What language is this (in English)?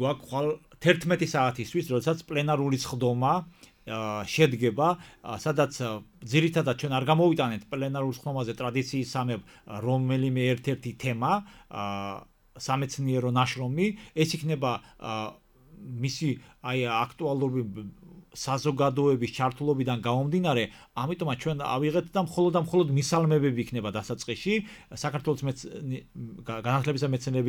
Georgian